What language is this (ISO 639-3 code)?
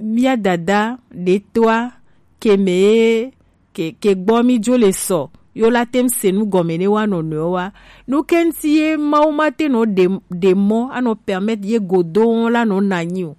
gej